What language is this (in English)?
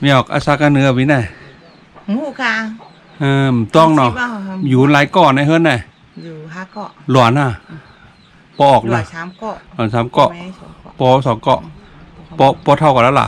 Shan